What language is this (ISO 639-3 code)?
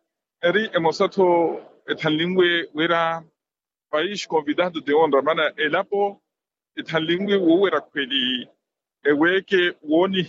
vmw